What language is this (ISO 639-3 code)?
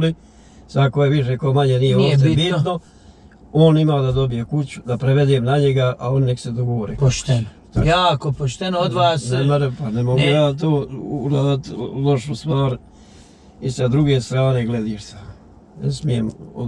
bos